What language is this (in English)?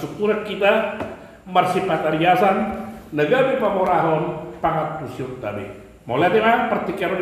Batak Toba